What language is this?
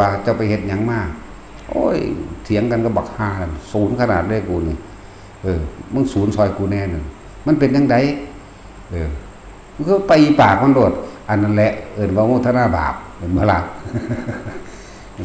Northeastern Thai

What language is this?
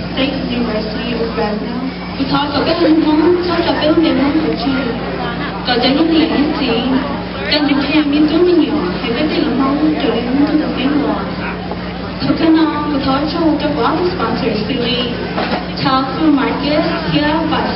Hmong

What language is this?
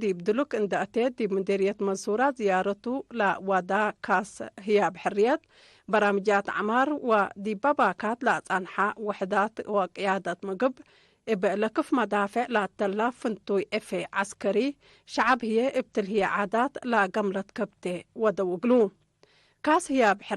Tigre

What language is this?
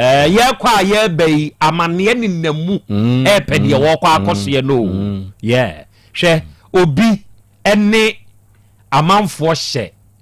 Akan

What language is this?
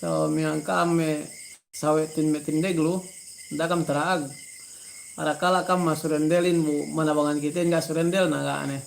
Yakan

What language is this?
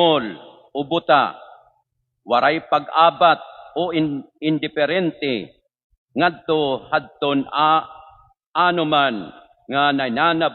Waray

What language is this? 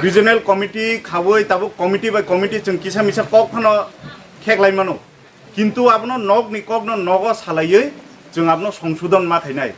Kok Borok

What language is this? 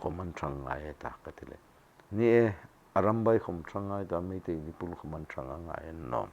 Hmar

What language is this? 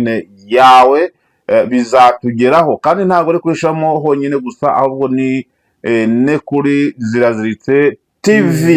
Kinyarwanda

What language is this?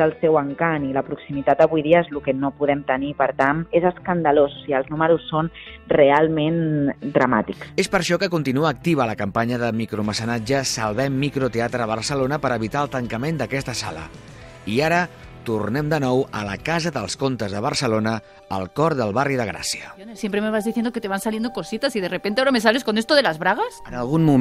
Catalan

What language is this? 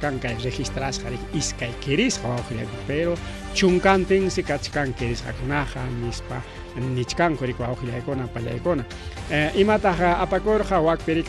Ayacucho Quechua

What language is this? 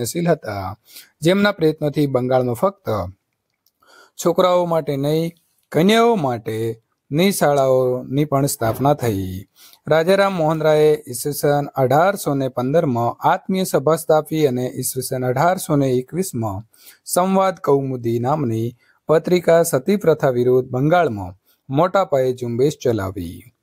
Gujarati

